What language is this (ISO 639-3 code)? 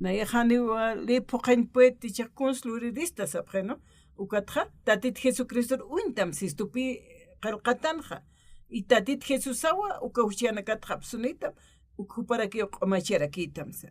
aym